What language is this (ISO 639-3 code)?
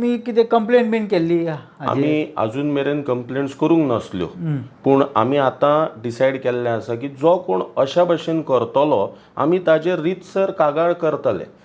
kok